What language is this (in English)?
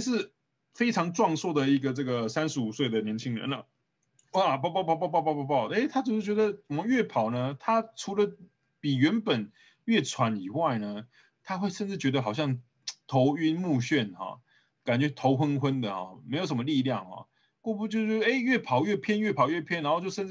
Chinese